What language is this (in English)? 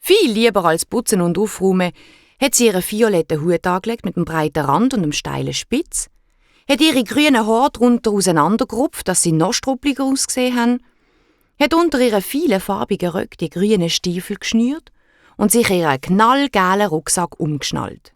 Swiss German